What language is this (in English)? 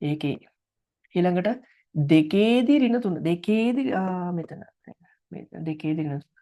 Sinhala